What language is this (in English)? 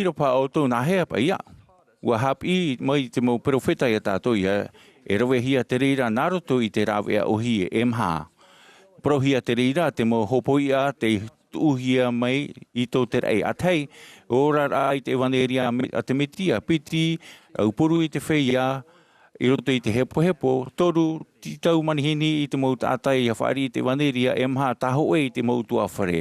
Tahitian